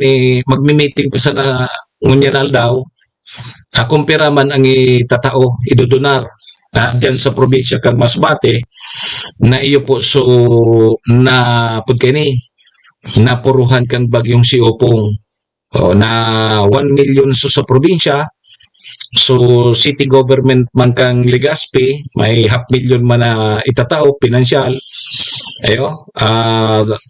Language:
Bikol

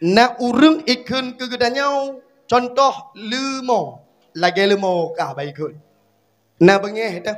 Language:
Achinese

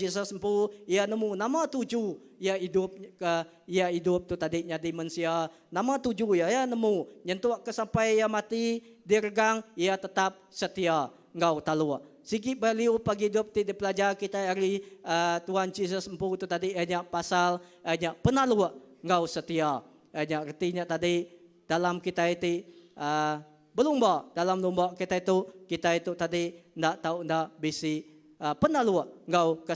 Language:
Iban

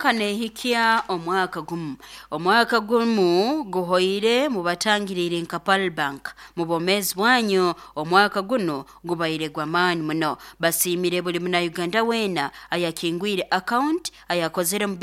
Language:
Nyoro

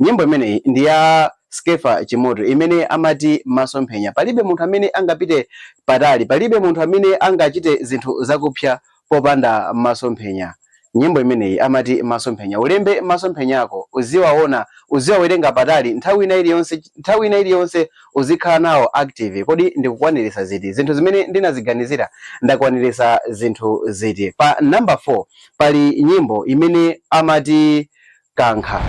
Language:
Nyanja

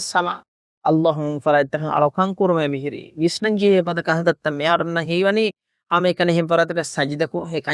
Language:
Divehi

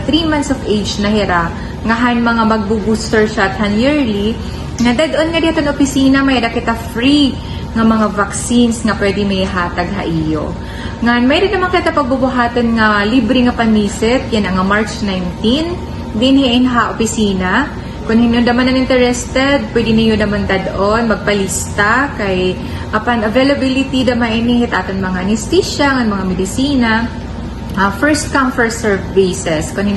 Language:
Waray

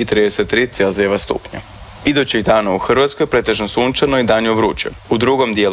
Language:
Croatian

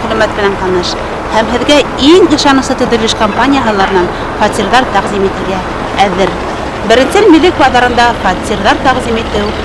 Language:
Bashkir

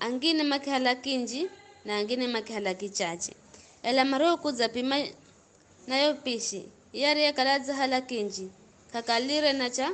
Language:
Giryama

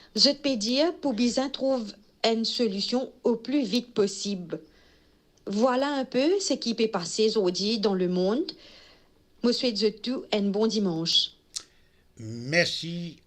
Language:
Morisyen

